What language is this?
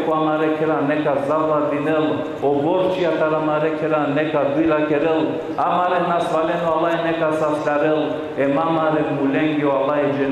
Balkan Romani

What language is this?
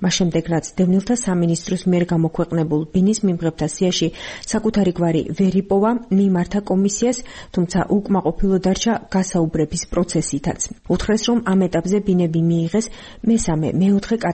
Georgian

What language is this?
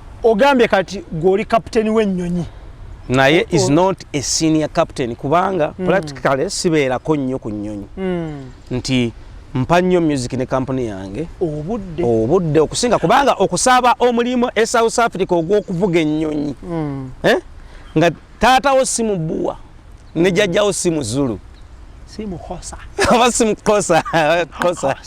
Ganda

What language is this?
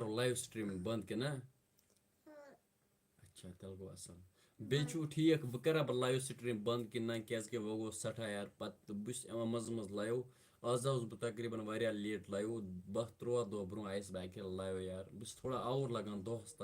Kashmiri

